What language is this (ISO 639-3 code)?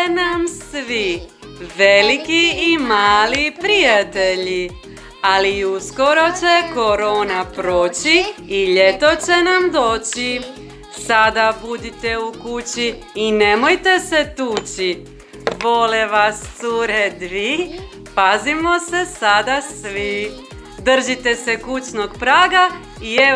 hrv